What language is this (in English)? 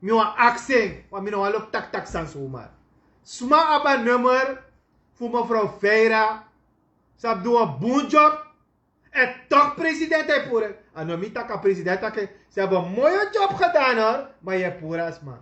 Sranan Tongo